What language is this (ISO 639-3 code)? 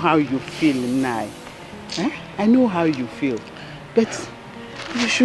pcm